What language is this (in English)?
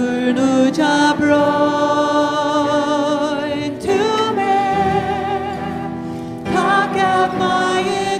Faroese